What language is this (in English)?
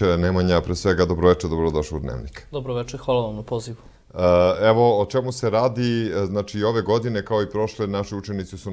Serbian